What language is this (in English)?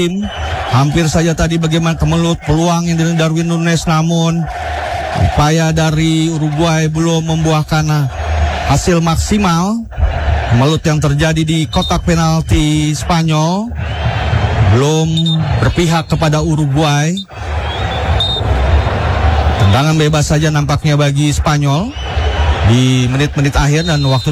Indonesian